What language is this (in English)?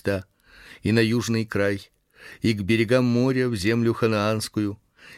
Russian